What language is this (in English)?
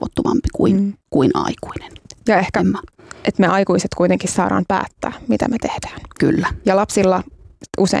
Finnish